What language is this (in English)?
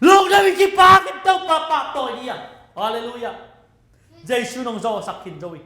Tedim Chin